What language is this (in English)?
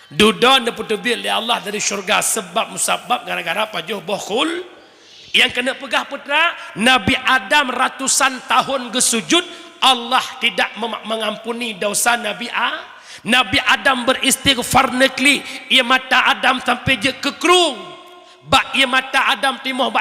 Achinese